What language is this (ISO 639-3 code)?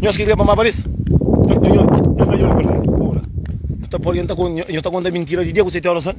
kea